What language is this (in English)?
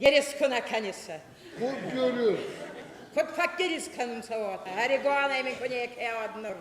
Ossetic